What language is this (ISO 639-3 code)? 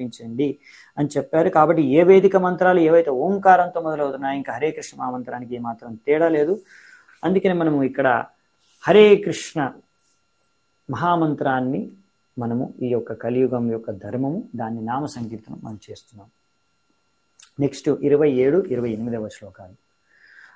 tel